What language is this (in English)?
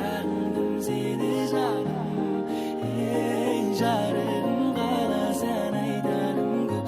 Kara-Kalpak